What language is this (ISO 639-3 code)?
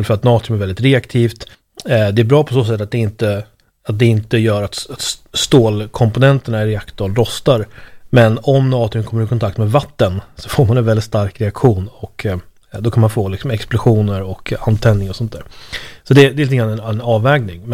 swe